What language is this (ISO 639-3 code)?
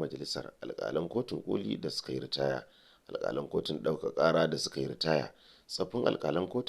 hau